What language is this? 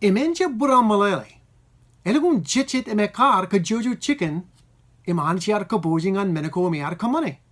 Marshallese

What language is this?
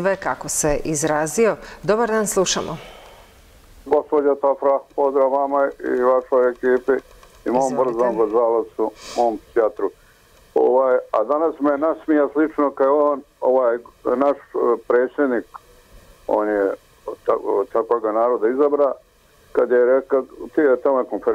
Croatian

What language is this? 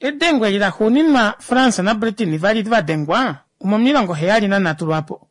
Kuanyama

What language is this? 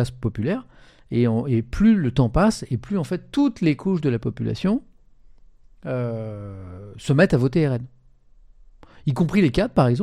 French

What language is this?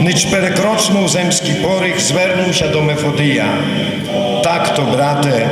Rusyn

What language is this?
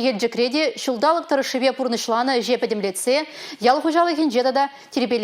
Chuvash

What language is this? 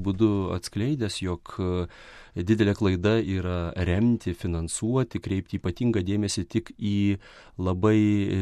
Lithuanian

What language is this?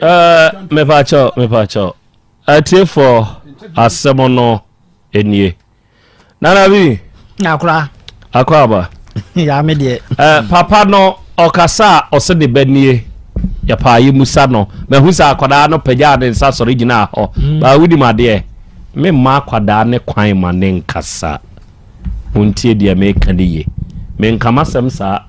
Akan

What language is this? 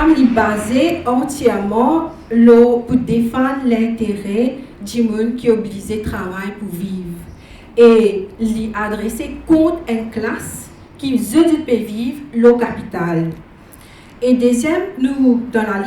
Morisyen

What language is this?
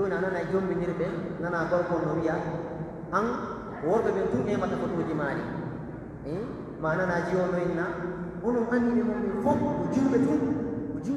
Pular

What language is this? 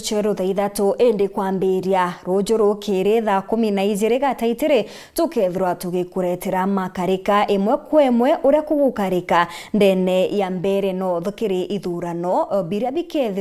Meru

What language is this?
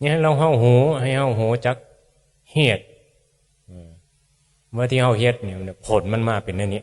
Northeastern Thai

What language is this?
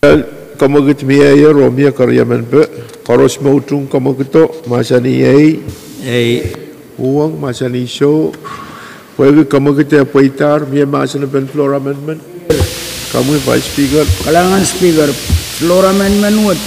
Pohnpeian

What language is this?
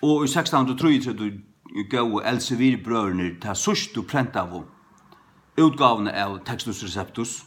Faroese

